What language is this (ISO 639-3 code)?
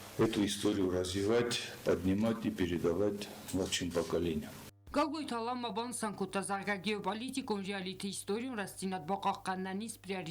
oss